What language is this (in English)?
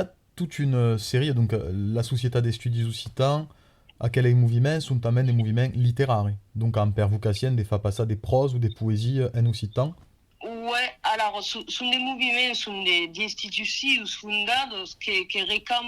Occitan